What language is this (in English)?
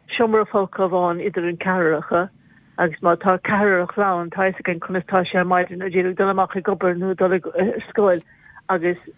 Irish